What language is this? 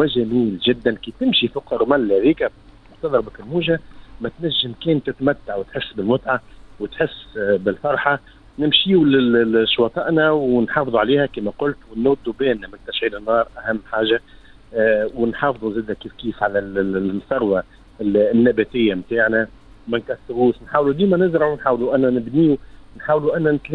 Tunisian Arabic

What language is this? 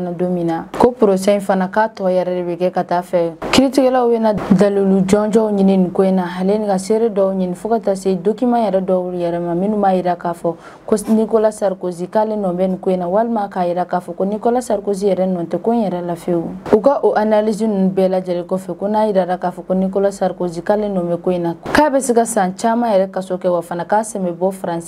Bambara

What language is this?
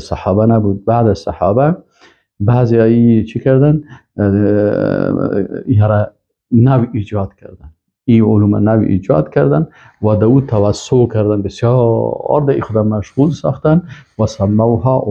Persian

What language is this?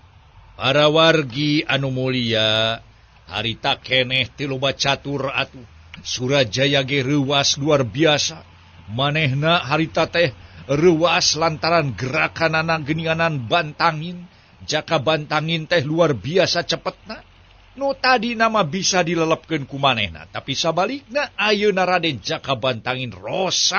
Sundanese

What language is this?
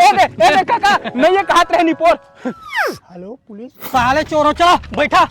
Chhattisgarhi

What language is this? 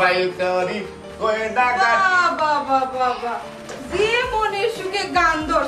Sylheti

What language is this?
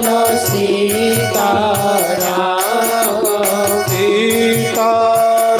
Dogri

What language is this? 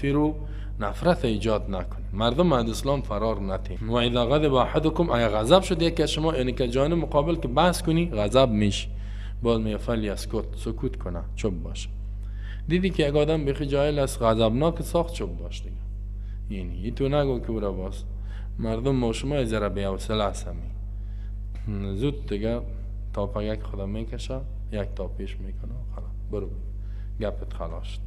Persian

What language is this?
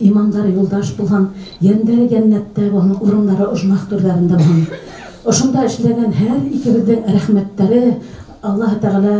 Bashkir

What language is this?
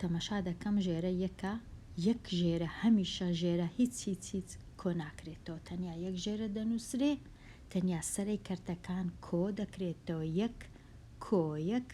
Central Kurdish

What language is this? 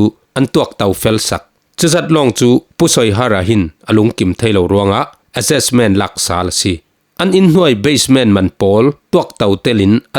Falam Chin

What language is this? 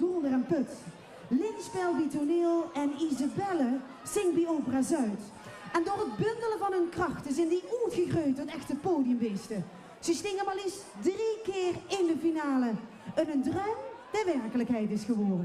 Limburgish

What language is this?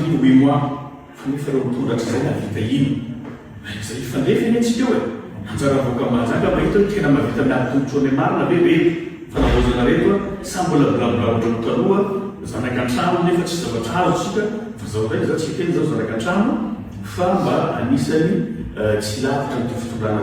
Malagasy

